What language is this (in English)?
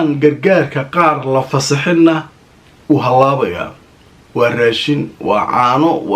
Somali